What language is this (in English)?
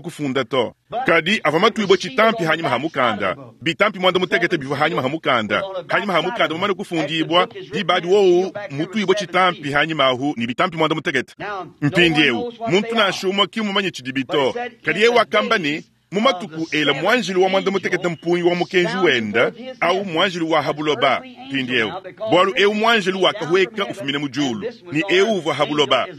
Luba-Lulua